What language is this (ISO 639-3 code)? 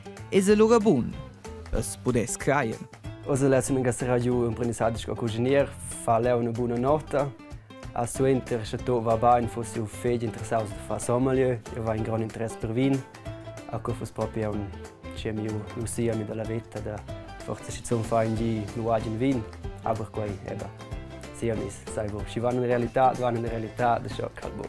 roh